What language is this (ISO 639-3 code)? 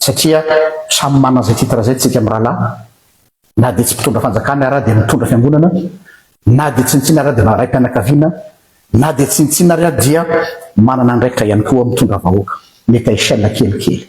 mlg